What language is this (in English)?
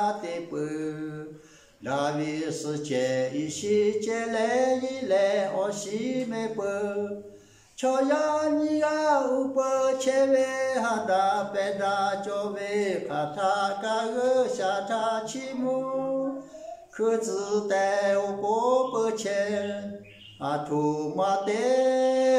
Lahu